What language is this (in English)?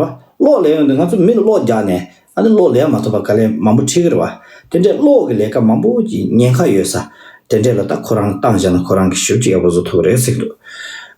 Tibetan